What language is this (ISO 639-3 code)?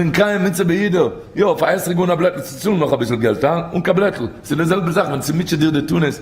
yid